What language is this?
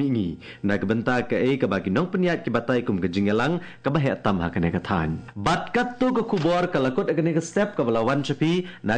Khasi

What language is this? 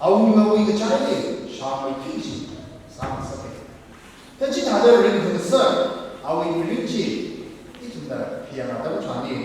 Tangkhul Naga (India)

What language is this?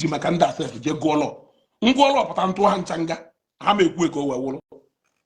Igbo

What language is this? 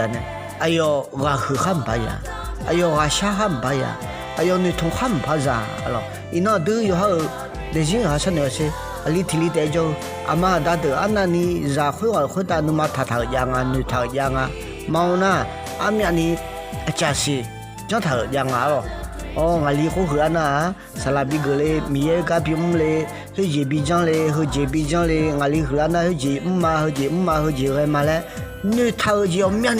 Akha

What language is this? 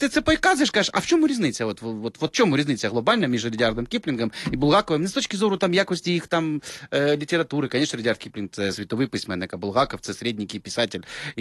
Ukrainian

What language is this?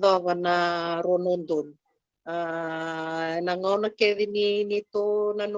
Fijian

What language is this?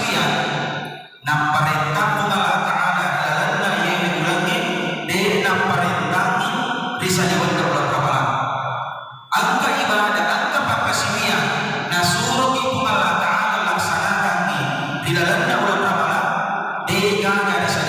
Buginese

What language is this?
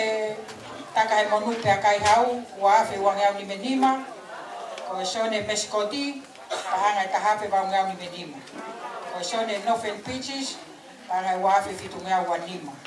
Tongan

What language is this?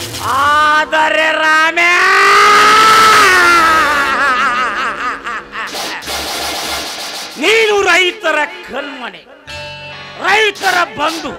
Kannada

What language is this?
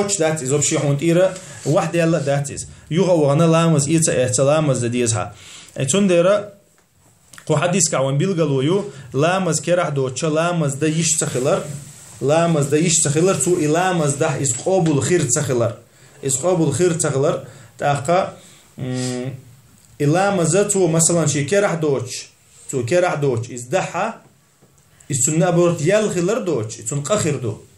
Chechen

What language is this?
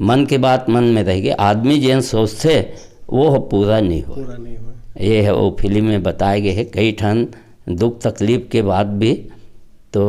Chhattisgarhi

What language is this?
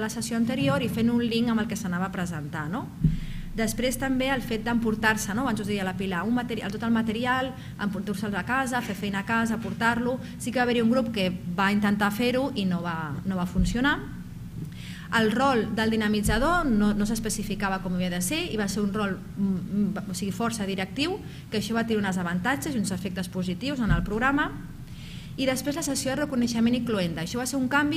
Catalan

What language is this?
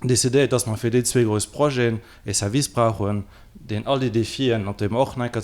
Luxembourgish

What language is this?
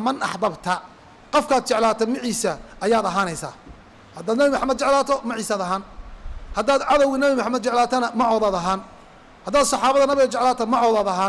Somali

